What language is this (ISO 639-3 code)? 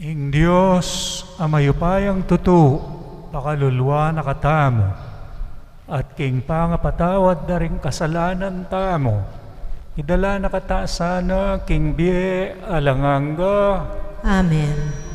pam